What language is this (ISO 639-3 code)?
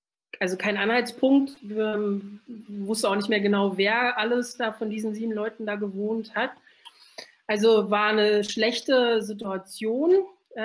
deu